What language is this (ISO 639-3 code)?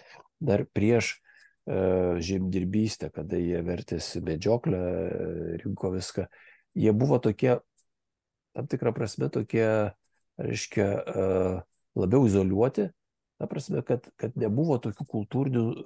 lit